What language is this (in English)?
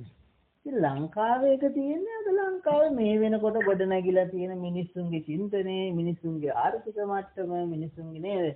Sinhala